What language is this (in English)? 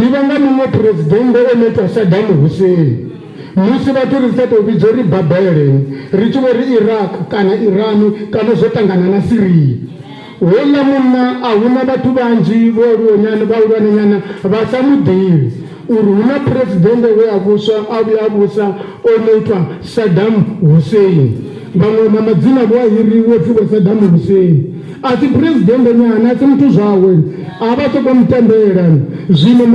Venda